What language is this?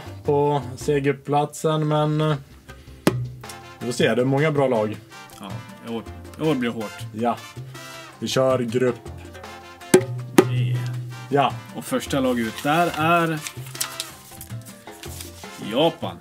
Swedish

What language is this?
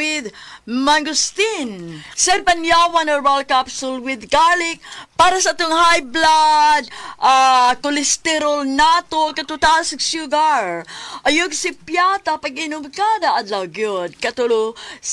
Cebuano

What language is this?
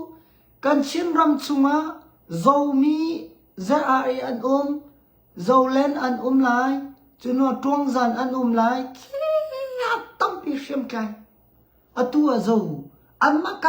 Hakha Chin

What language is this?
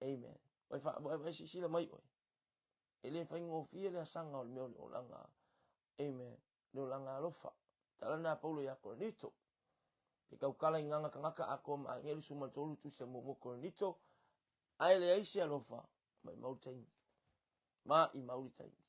Samoan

